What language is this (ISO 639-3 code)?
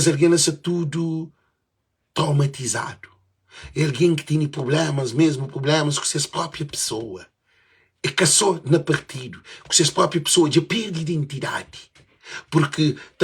kea